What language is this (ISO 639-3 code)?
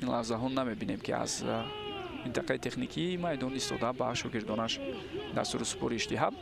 tgk